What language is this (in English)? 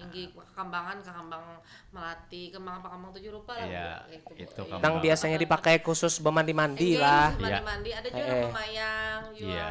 Banjar